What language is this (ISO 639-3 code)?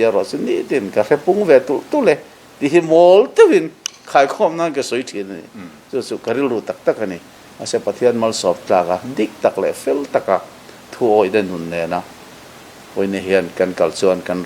lus